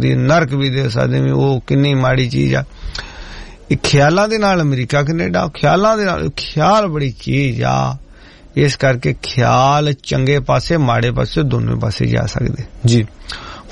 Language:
Punjabi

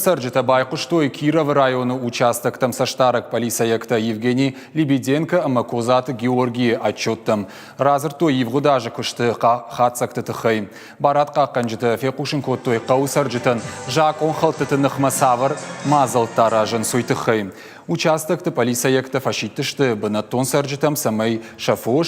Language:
Ossetic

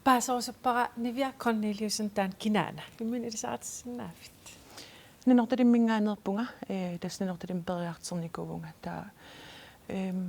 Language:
Kalaallisut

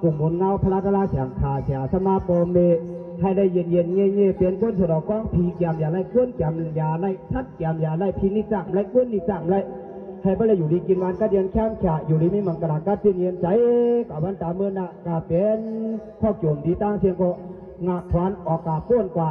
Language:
Shan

